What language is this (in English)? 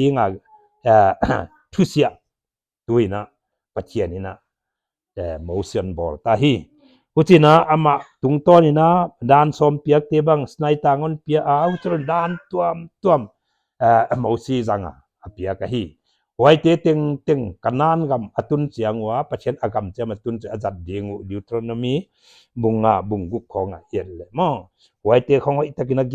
Paite Chin